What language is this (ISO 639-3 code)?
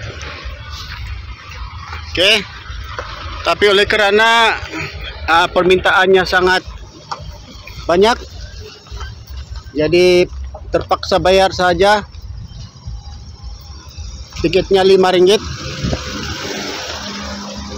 msa